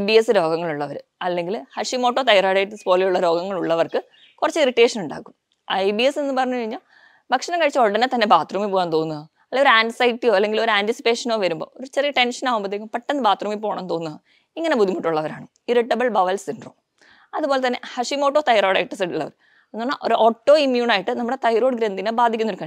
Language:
Malayalam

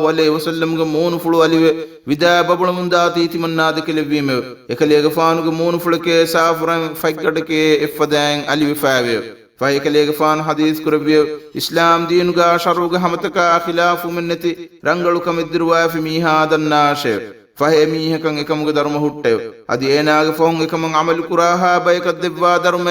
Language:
Divehi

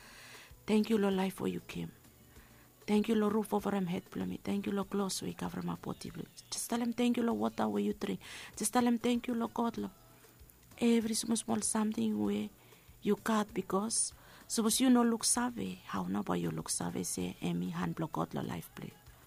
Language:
Bislama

